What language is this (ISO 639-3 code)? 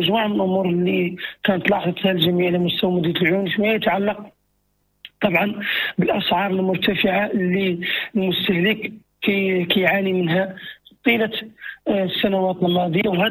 ary